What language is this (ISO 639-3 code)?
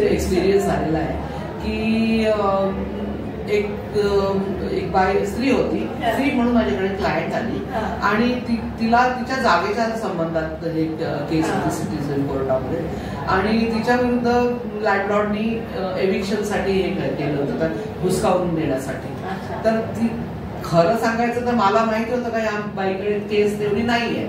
mar